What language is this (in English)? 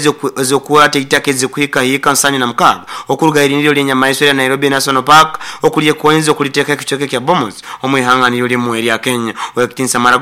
Nyoro